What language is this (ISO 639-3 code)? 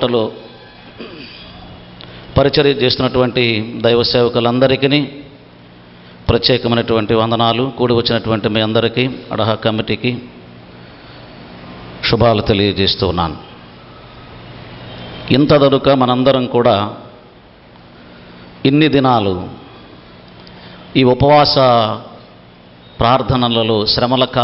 tel